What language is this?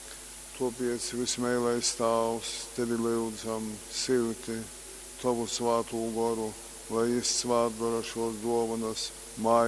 Latgalian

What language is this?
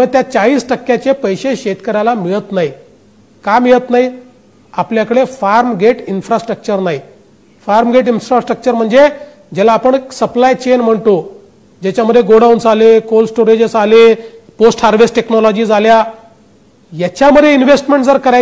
Marathi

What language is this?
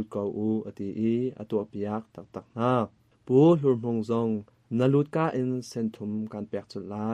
Hakha Chin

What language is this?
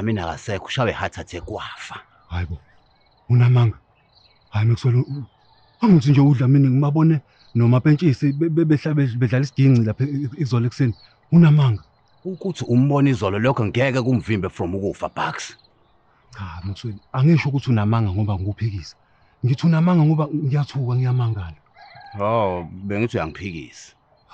Zulu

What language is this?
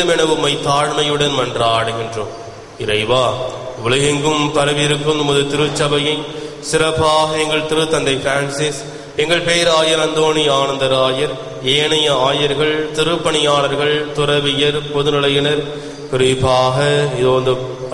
Tamil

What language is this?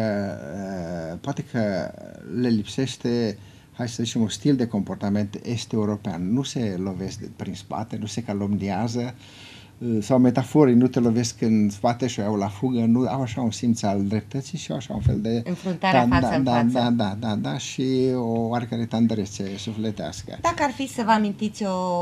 Romanian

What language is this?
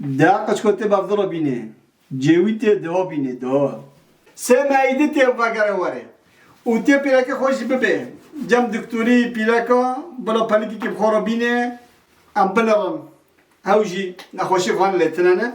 Kurdish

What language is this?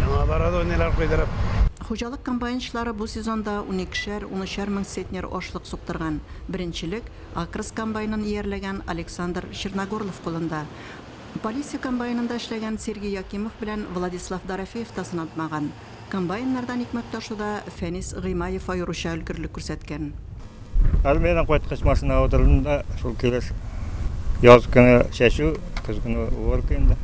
Tatar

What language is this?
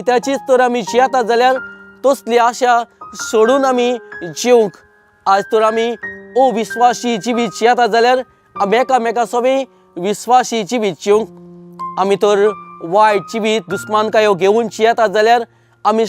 Konkani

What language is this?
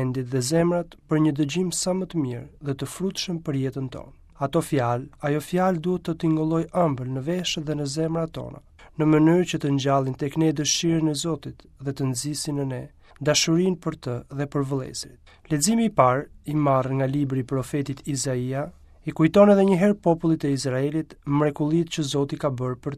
Albanian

